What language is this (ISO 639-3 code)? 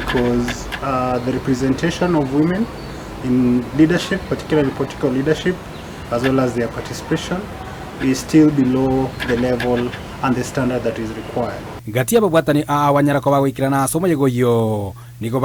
guz